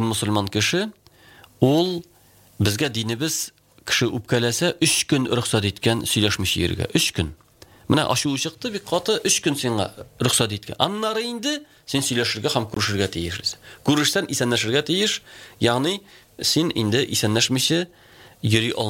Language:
Tatar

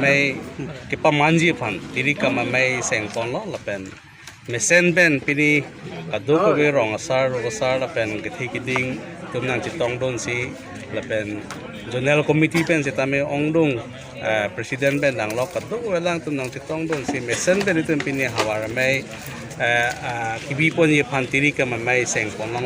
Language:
Karbi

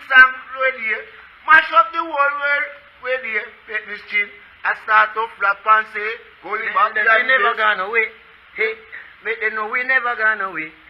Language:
Jamaican Creole English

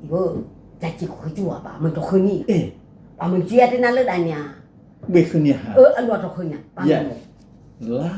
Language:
Nias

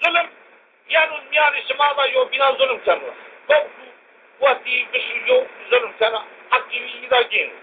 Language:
Zaza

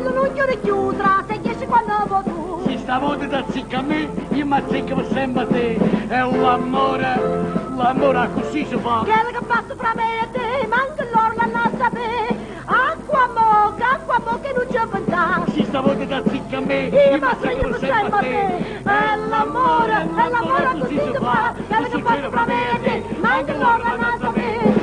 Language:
Neapolitan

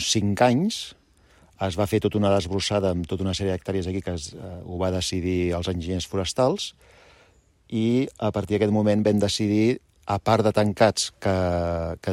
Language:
Catalan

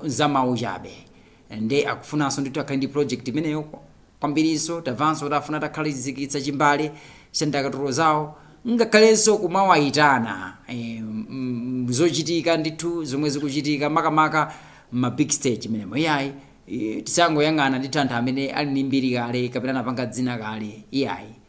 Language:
Nyanja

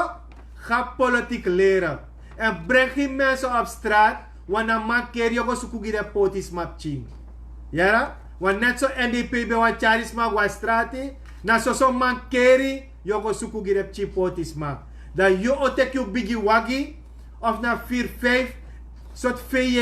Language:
Sranan Tongo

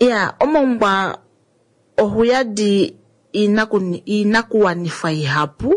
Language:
Kuanyama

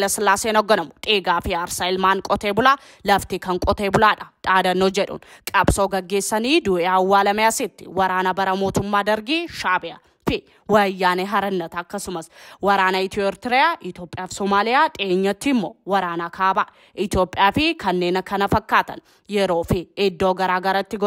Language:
Oromo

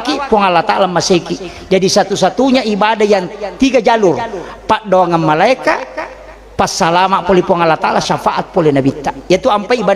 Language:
Buginese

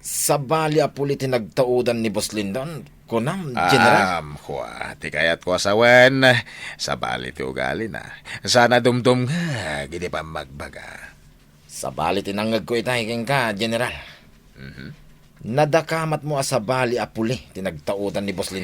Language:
Iloko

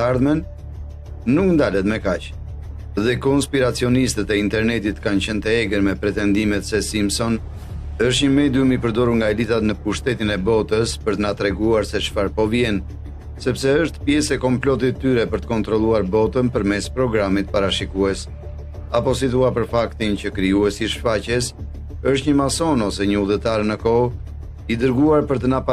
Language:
Albanian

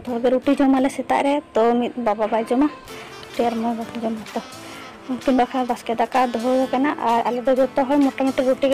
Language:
Santali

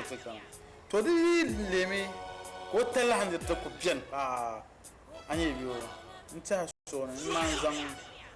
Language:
Dagbani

